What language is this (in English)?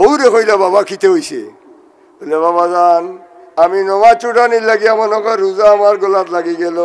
Sylheti